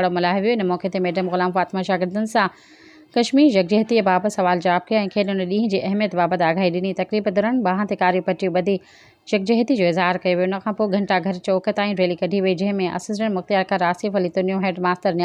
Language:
Sindhi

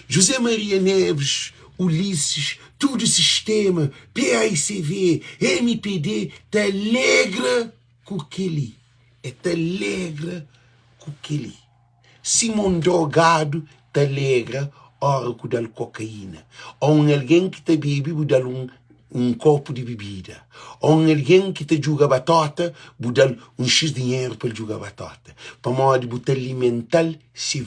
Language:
Kabuverdianu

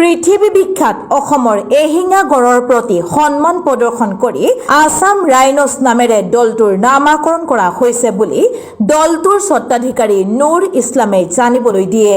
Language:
Assamese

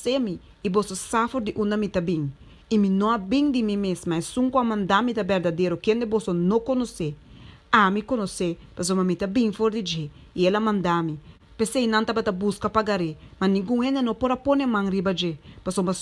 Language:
Papiamento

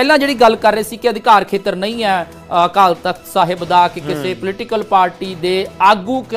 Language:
Punjabi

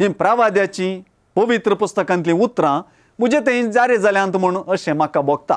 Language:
Konkani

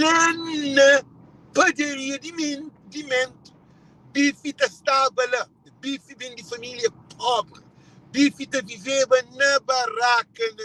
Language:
Kabuverdianu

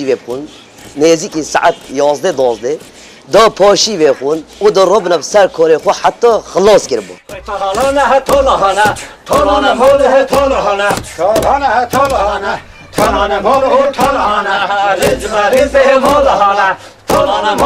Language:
Kurdish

